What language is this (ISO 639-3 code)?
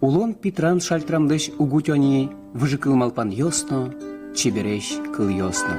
udm